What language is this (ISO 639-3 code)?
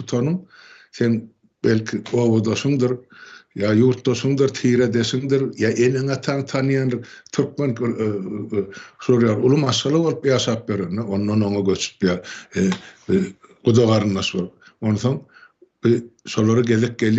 tuk